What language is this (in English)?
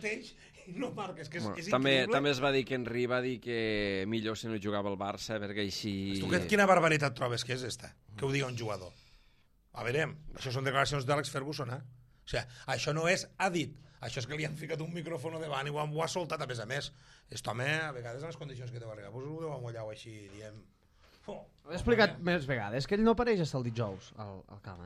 Catalan